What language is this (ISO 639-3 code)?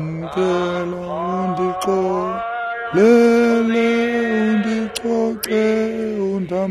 xho